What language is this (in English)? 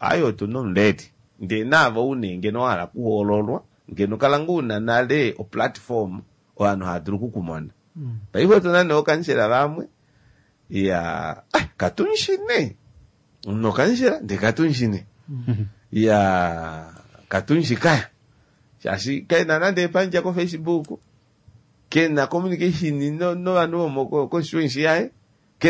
Kuanyama